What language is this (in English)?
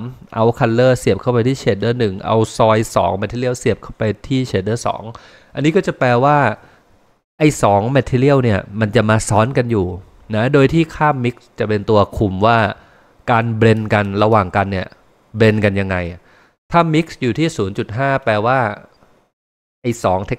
Thai